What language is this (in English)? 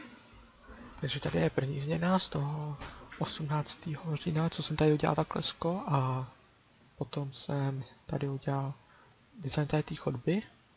Czech